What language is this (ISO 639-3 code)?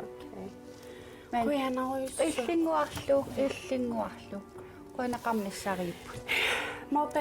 kal